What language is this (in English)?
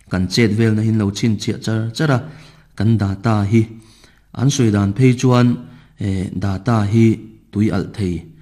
Mizo